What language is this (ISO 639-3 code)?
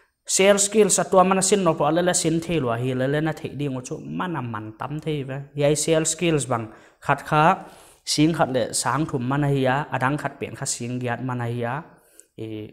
pck